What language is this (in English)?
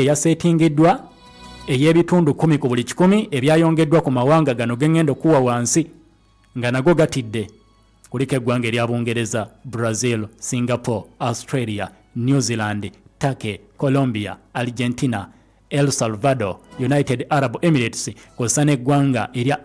Ganda